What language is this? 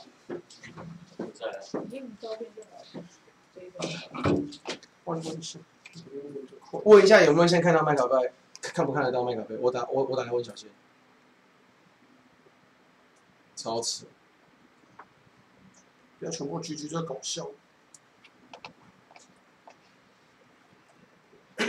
Chinese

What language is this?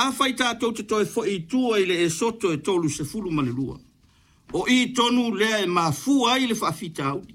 Samoan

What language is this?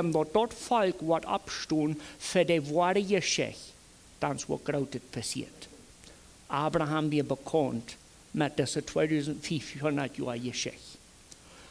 Plautdietsch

